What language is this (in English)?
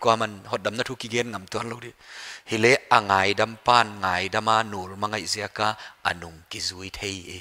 Paite Chin